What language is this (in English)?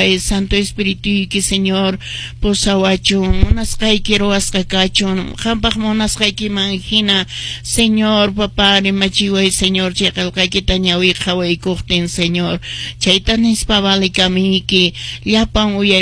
Quechua